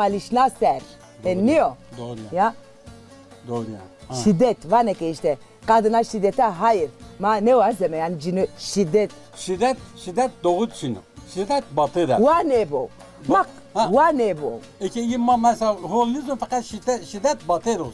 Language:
Zaza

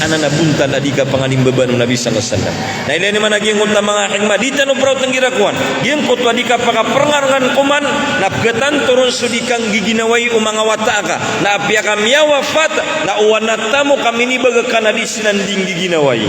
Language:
Maranao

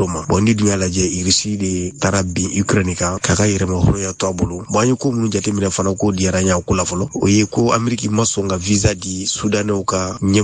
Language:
Bambara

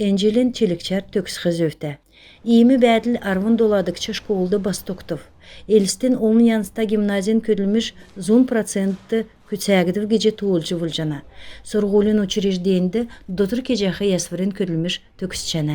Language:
Kalmyk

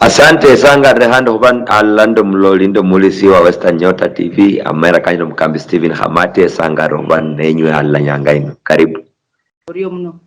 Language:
Luyia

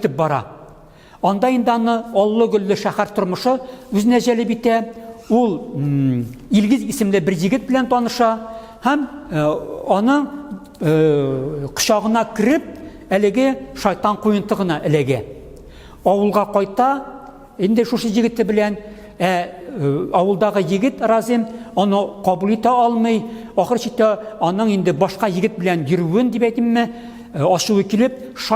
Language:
Tatar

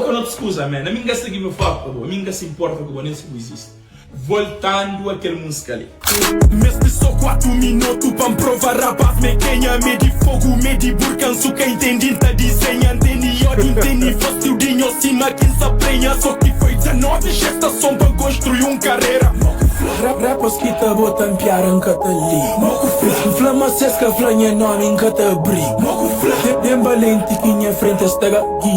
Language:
Kabuverdianu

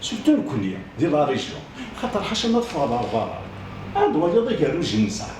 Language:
Kabyle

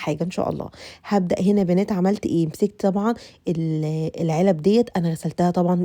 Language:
Egyptian Arabic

